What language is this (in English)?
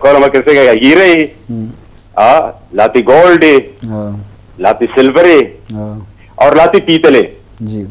Baluchi